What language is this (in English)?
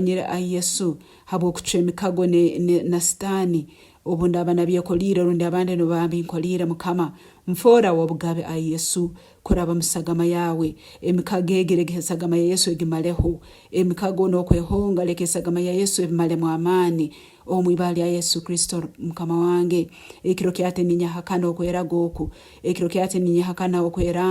Nyankole